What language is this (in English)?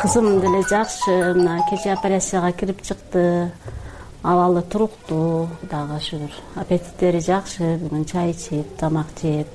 Kyrgyz